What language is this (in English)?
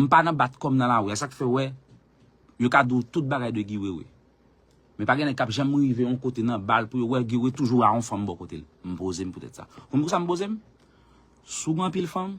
Haitian Creole